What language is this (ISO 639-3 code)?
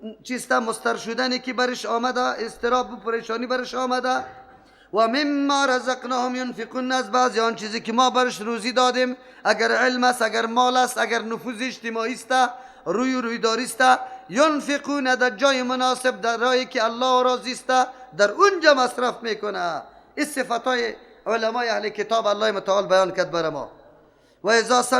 fas